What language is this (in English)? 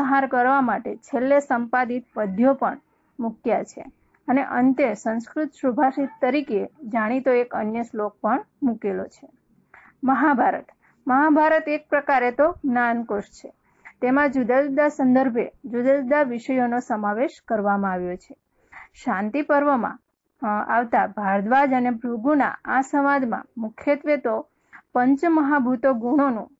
Gujarati